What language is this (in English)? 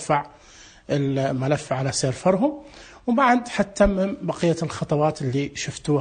Najdi Arabic